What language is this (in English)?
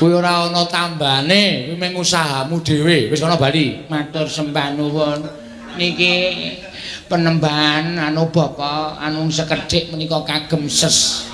Javanese